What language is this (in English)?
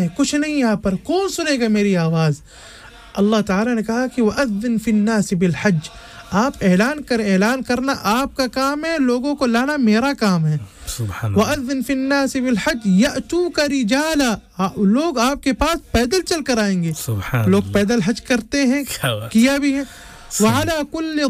Urdu